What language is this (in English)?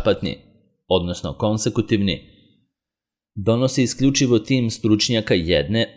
Serbian